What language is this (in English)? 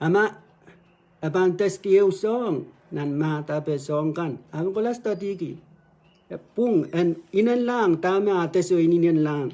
Pohnpeian